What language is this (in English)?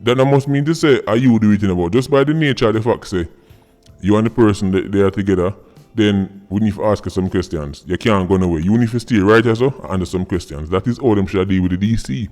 Jamaican Creole English